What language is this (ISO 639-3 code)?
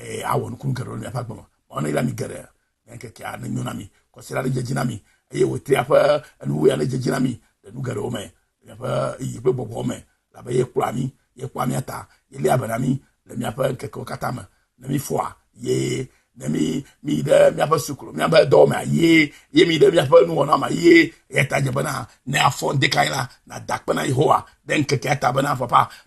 ewe